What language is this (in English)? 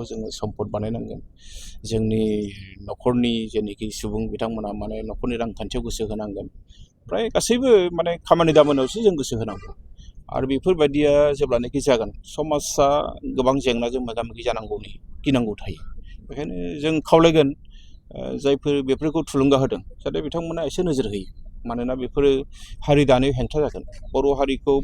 Bodo